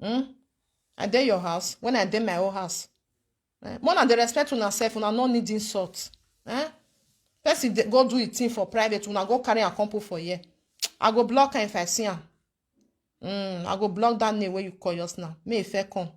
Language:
Nigerian Pidgin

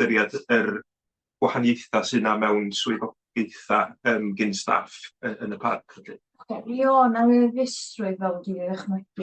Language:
Welsh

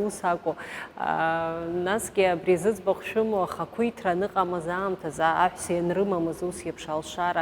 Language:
Abkhazian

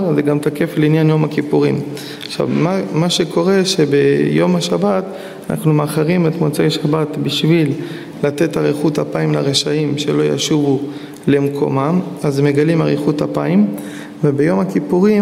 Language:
Hebrew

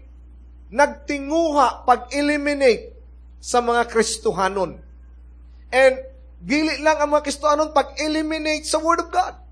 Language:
Cebuano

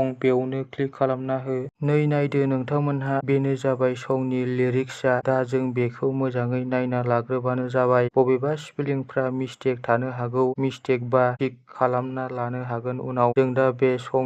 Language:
Bodo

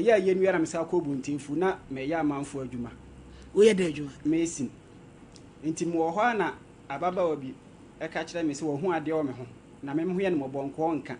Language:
Akan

